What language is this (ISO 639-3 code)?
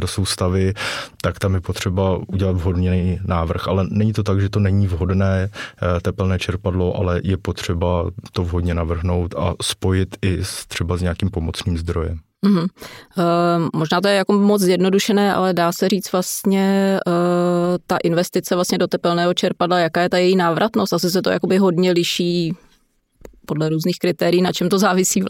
ces